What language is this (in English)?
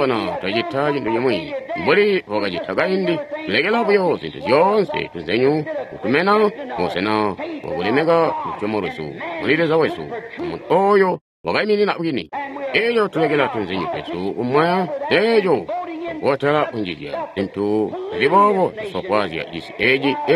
Tonga (Zambia)